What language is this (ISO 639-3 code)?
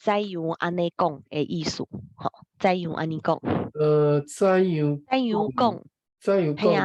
nan